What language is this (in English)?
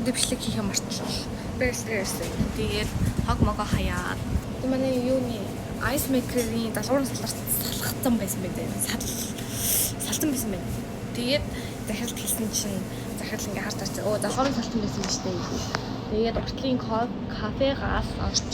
Mongolian